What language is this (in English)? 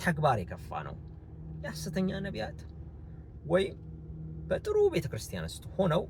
Amharic